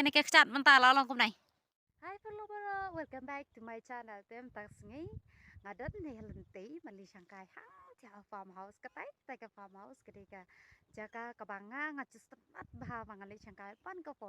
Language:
Khasi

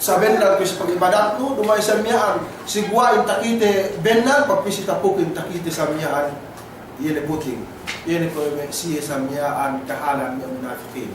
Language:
Yakan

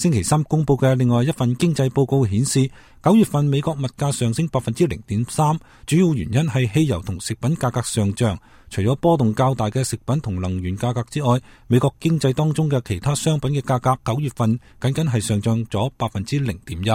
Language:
Cantonese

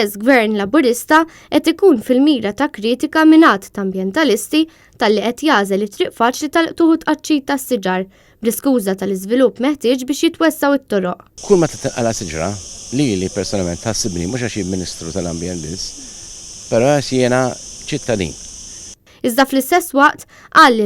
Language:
Maltese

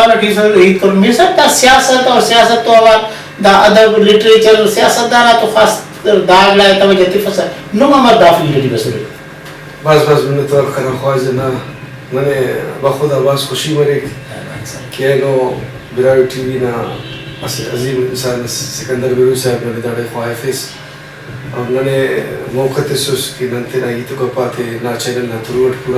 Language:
Brahui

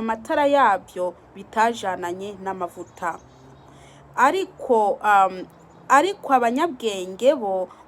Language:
Rundi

